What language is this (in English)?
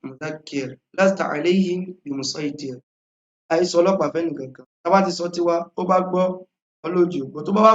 Yoruba